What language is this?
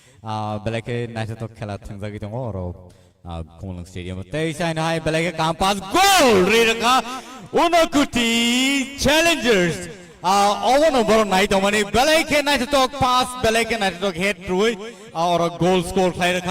Kok Borok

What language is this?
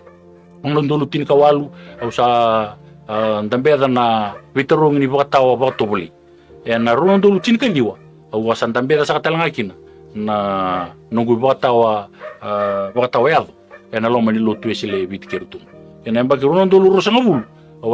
Fijian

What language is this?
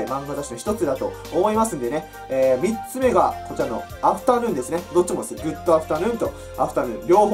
Japanese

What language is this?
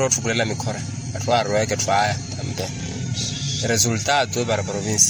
Makhuwa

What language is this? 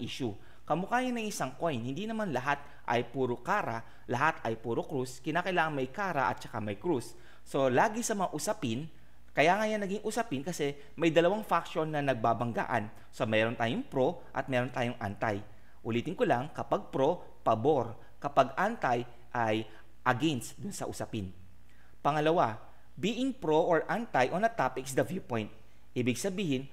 Filipino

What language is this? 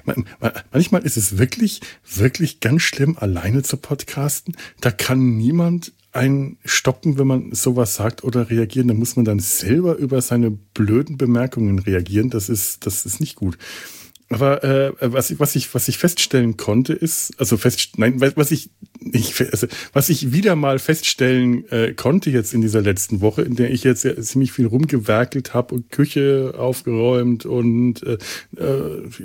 German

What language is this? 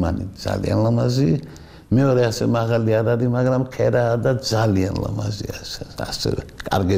Georgian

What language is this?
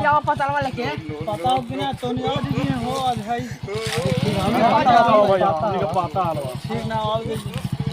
Magahi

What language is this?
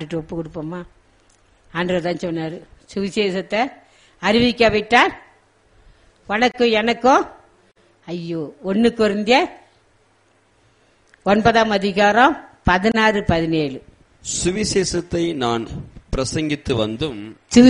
Tamil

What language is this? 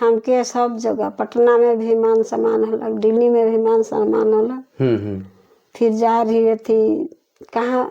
Sadri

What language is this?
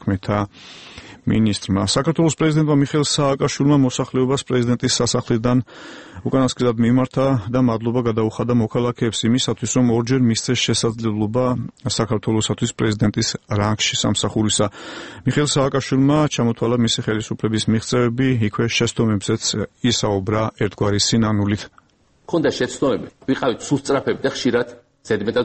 Georgian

